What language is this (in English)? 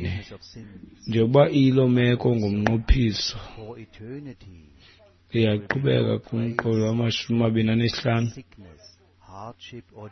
Xhosa